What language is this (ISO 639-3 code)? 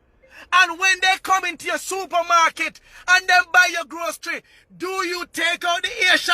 jam